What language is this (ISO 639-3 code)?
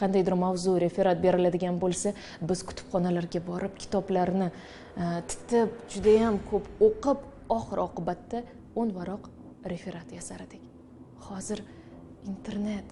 uzb